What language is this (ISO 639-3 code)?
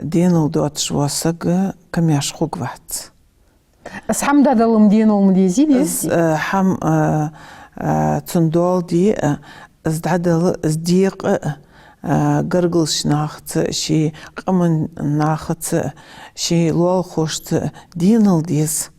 inh